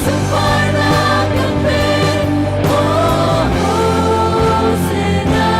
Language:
Hakha Chin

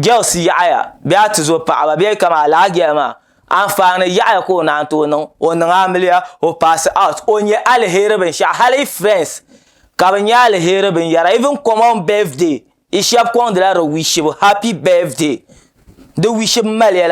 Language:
Dagbani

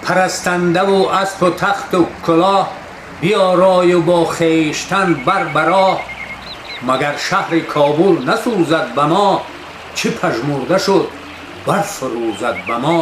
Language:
Tajik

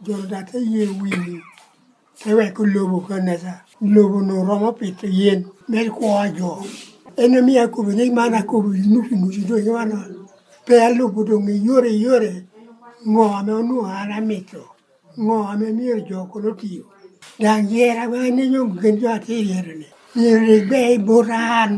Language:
Lango (Uganda)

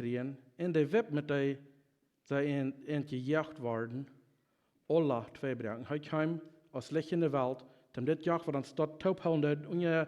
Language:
Plautdietsch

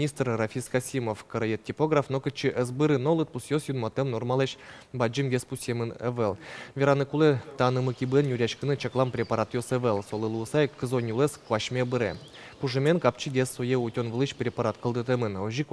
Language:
Udmurt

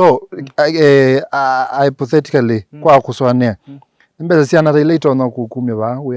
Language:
Kamba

